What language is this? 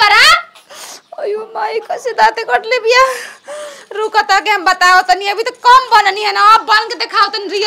Bhojpuri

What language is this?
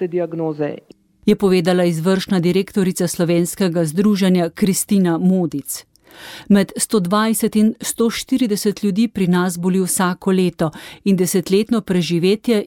Slovenian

